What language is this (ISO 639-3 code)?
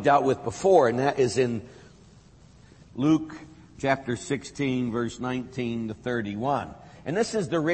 eng